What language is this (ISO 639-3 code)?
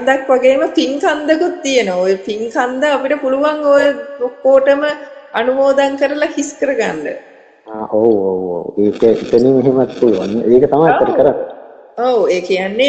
sin